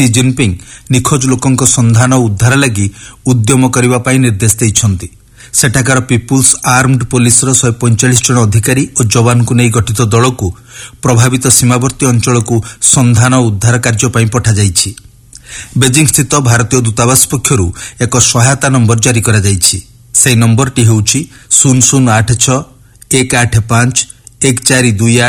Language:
Odia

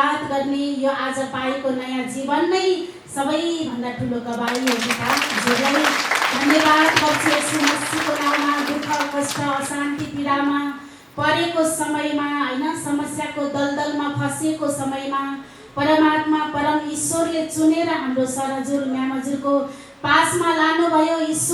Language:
Nepali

